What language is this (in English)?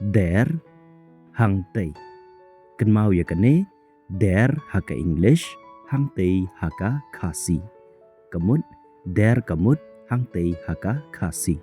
Khasi